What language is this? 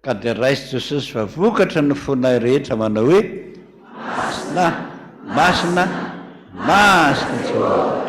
Malagasy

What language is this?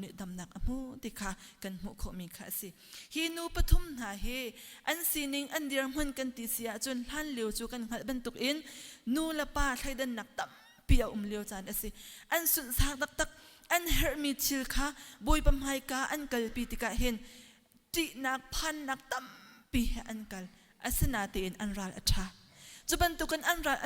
Hakha Chin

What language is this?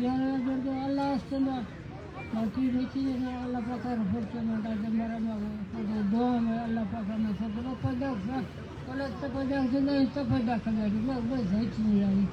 Baluchi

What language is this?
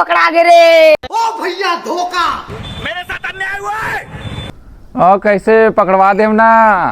Chhattisgarhi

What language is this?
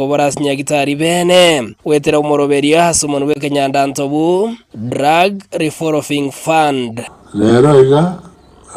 Gusii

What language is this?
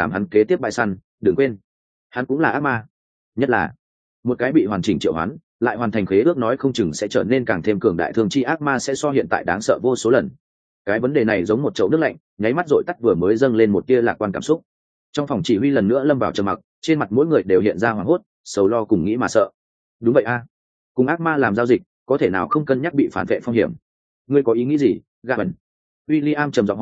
Vietnamese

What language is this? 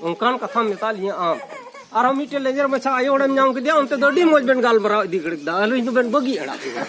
Santali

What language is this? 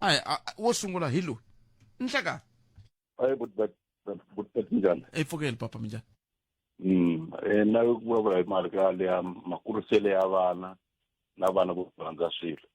Tsonga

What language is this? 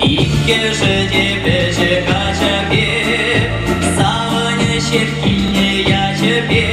Chuvash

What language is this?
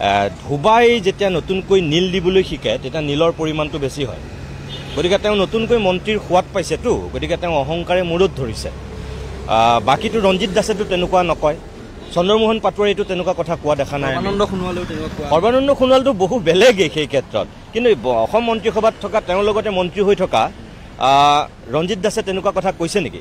Assamese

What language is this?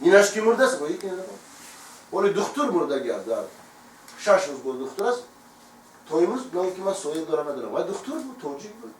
Tajik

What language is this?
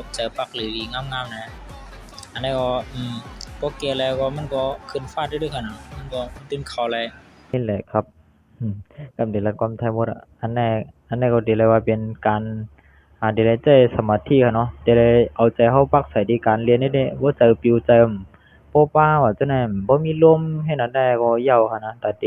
Shan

